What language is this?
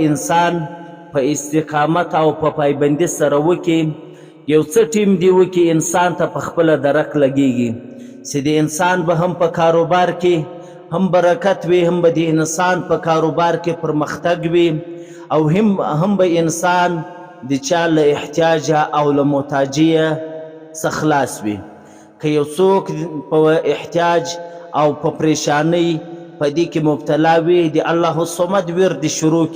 Pashto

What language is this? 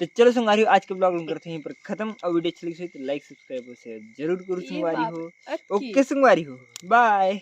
Chhattisgarhi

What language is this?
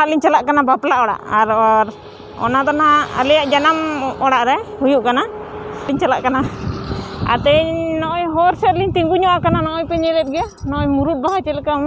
Santali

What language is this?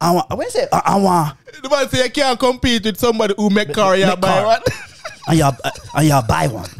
Jamaican Creole English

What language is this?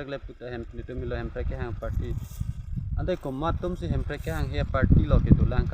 Karbi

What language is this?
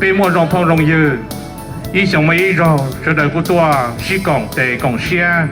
Hmong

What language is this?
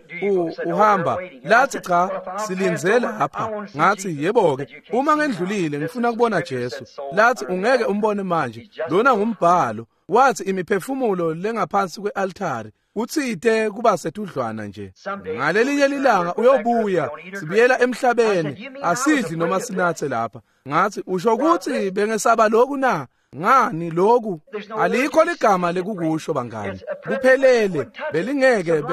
Swati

